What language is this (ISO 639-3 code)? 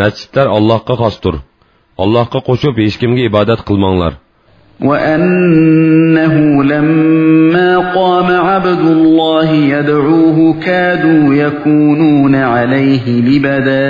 uig